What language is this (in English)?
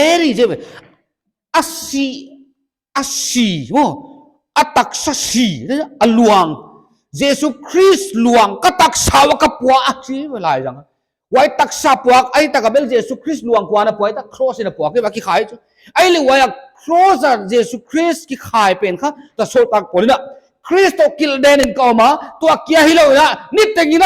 Paite Chin